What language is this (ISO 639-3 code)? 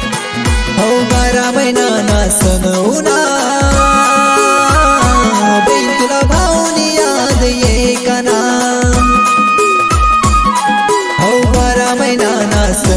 mar